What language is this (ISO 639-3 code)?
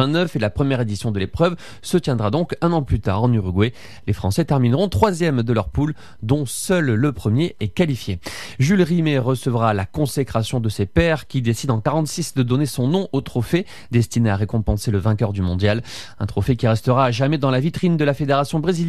fra